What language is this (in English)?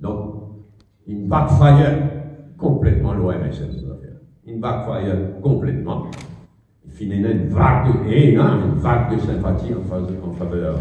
Morisyen